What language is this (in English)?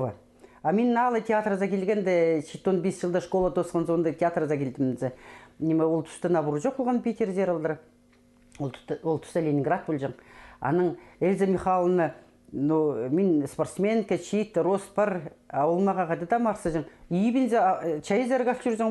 Khakas